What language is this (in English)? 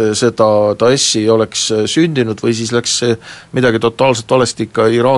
Estonian